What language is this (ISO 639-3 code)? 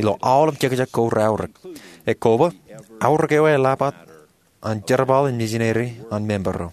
mah